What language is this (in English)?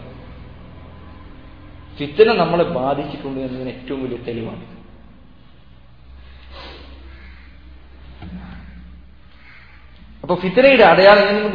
Malayalam